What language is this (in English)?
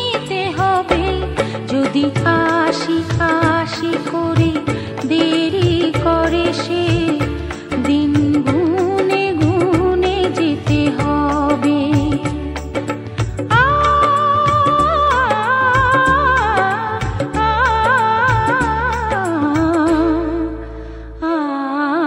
Bangla